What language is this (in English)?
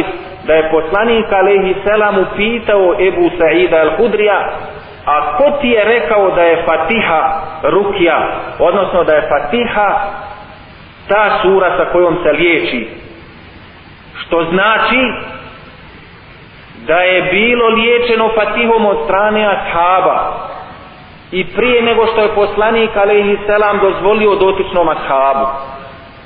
Bosnian